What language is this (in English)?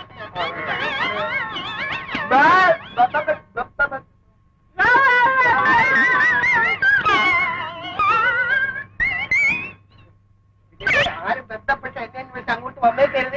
Malayalam